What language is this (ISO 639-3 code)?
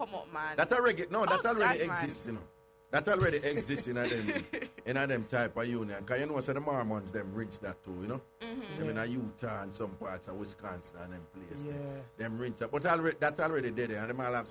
jam